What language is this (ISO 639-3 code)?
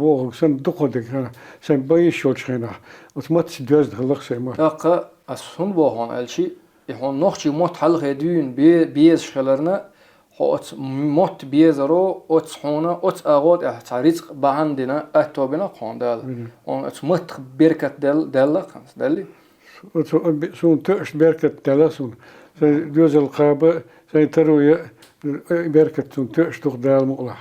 che